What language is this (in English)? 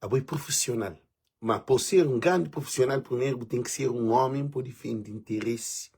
Kabuverdianu